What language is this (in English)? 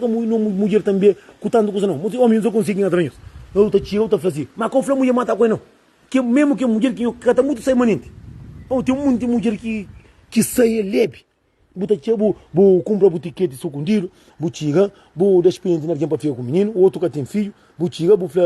Kabuverdianu